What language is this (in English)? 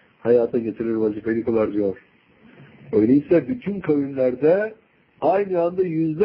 Turkish